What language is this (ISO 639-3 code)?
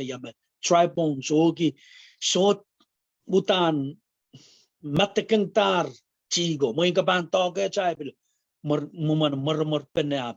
pon